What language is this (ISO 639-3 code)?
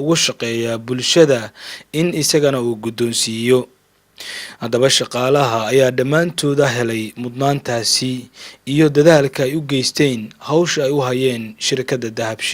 som